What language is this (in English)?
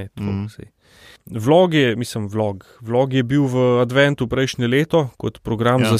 Slovenian